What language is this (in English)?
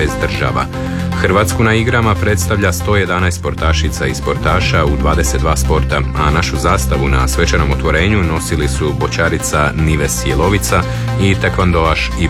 Croatian